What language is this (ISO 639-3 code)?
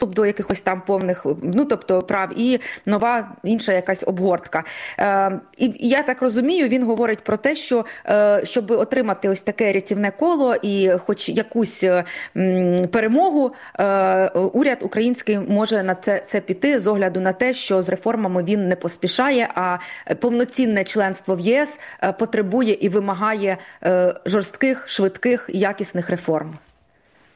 ukr